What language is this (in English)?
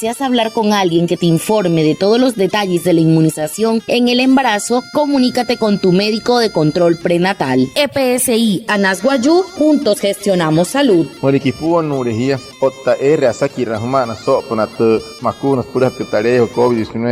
Wayuu